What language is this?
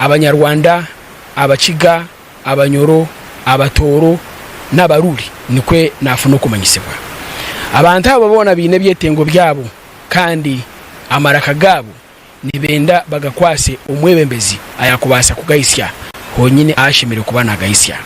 Nyankole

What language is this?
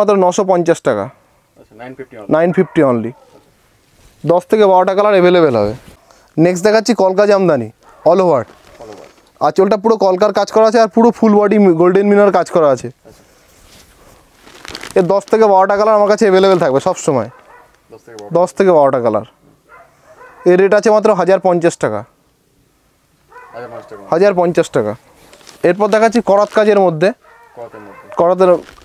Bangla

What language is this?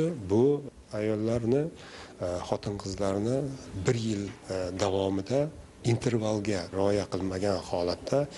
Uzbek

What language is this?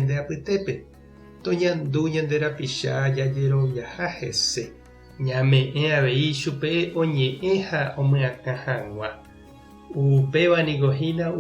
Guarani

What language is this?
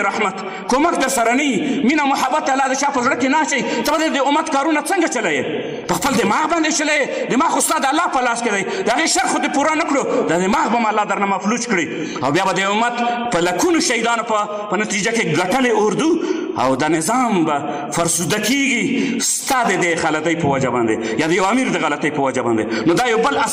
Pashto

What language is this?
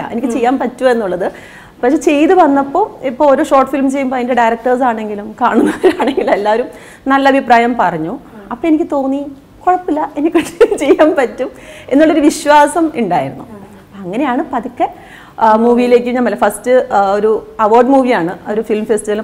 Malayalam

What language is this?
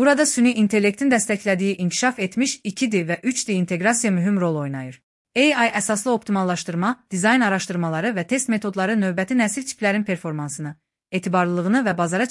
Azerbaijani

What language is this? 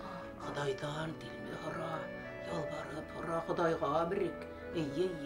Bashkir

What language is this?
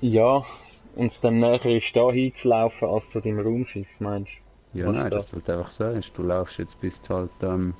Swiss German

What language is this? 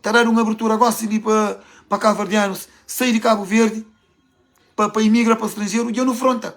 Kabuverdianu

